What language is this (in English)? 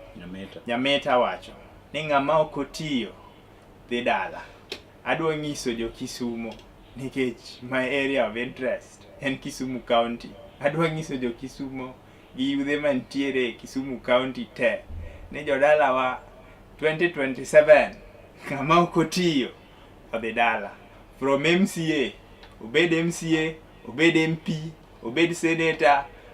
Luo (Kenya and Tanzania)